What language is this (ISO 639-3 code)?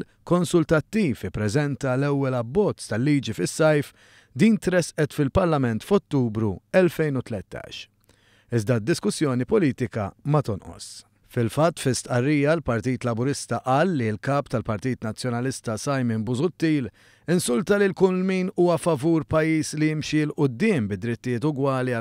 mlt